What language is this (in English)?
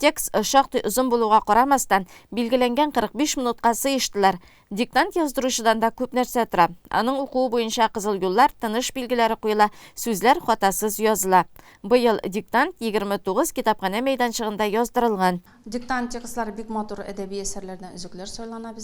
Tatar